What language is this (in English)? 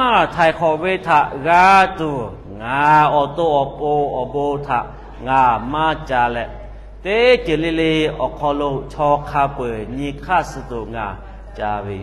Lahu